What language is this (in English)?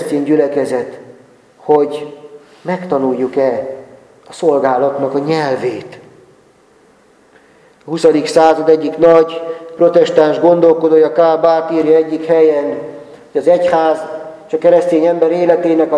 Hungarian